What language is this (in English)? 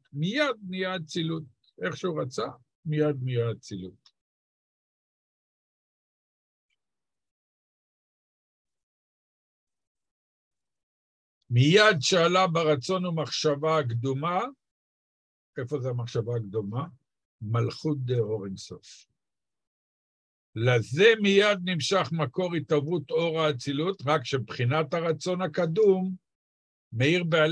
Hebrew